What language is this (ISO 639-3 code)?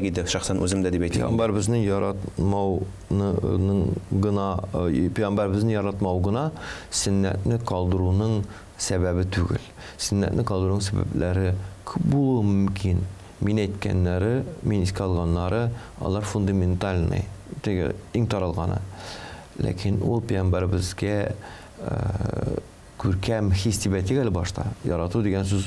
tat